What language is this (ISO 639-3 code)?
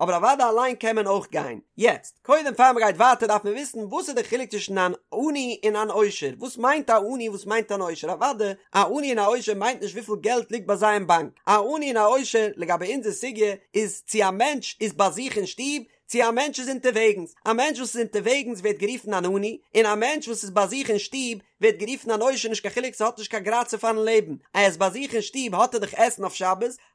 yid